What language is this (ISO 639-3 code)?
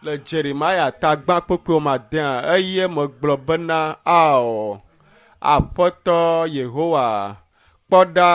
ewe